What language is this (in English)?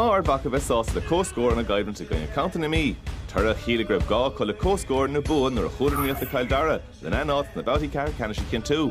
Irish